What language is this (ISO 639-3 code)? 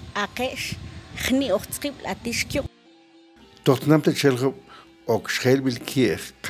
mam